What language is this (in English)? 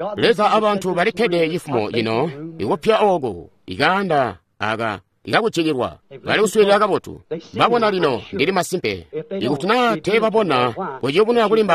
Tonga (Zambia)